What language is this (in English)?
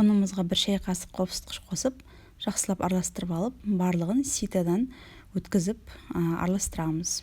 Kazakh